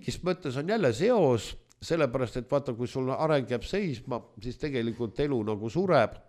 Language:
Estonian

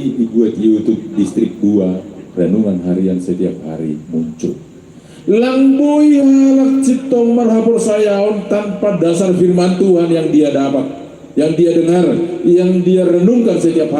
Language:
Batak Simalungun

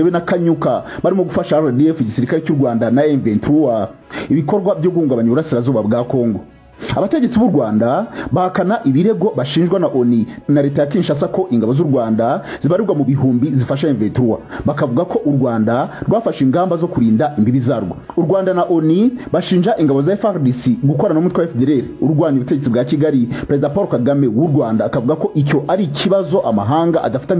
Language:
Kinyarwanda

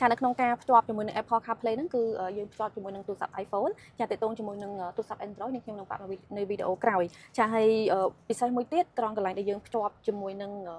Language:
Khmer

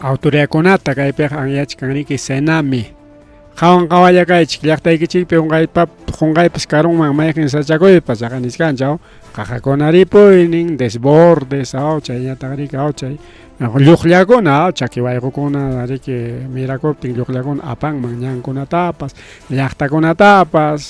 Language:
Ayacucho Quechua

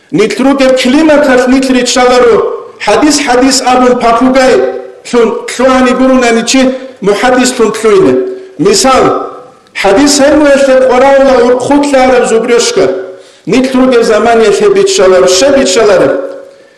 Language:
Avaric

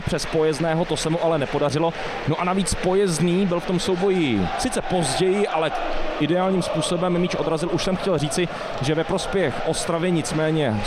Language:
Czech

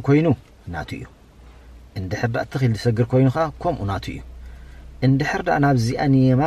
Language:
Tigrinya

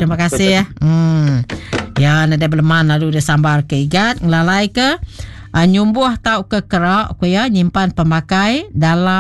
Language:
Iban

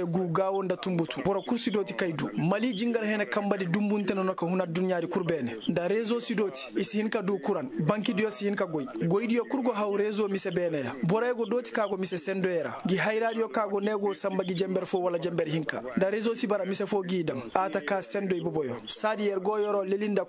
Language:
Koyraboro Senni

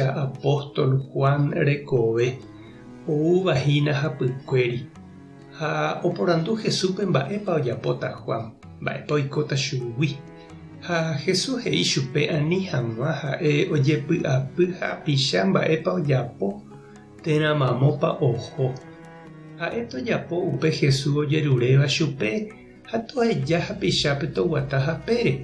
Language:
Guarani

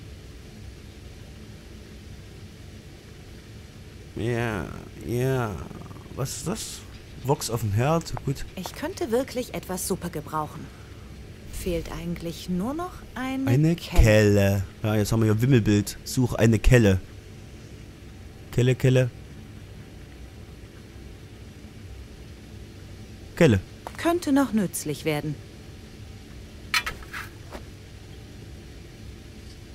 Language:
German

